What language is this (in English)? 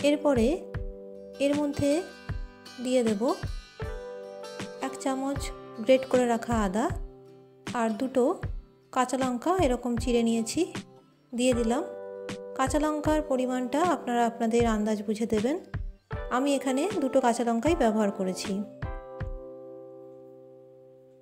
Bangla